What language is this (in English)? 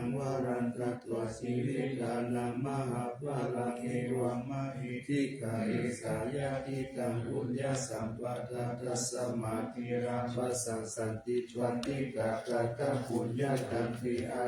Pali